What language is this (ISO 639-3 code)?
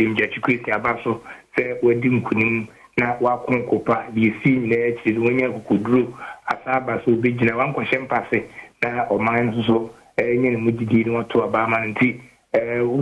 aka